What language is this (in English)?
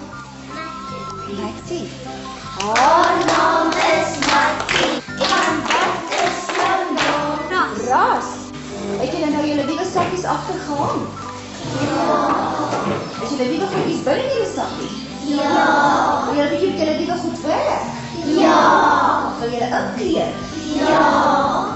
Afrikaans